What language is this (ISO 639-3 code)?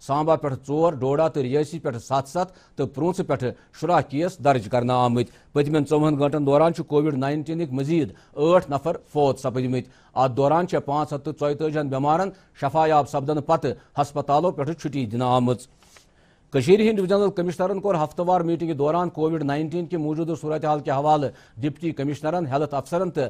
kas